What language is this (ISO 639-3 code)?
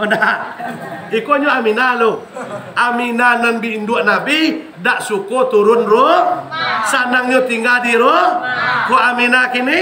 min